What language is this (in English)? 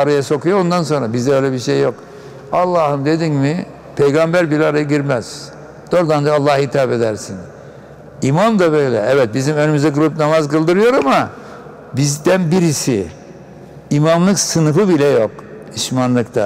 Turkish